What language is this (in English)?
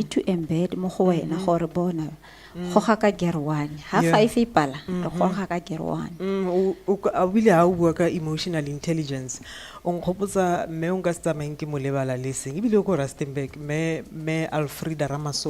Tswana